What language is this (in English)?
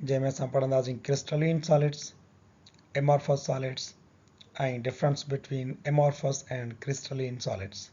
Sindhi